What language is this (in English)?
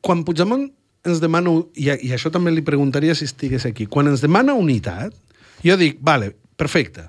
Catalan